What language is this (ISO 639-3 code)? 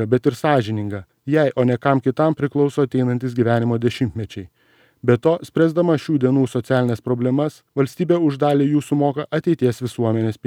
lit